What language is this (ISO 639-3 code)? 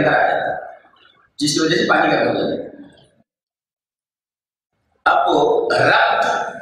urd